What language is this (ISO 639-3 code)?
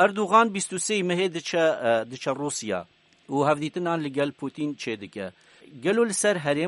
kur